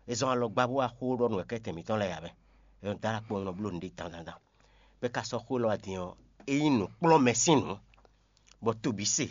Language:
Fon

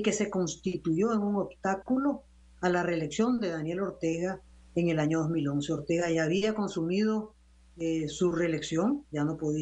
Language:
Spanish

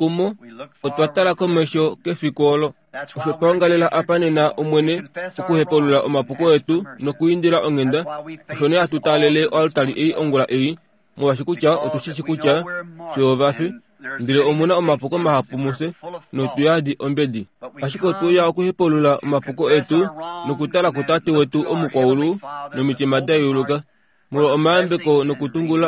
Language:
Kuanyama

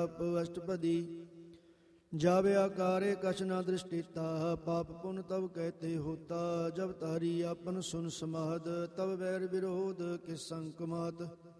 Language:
Punjabi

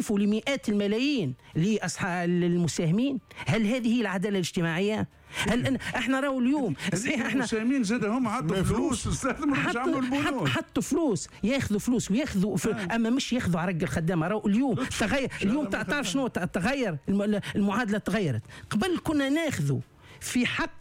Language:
Tunisian Arabic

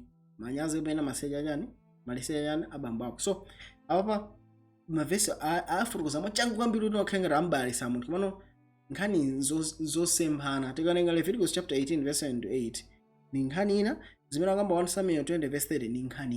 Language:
Nyanja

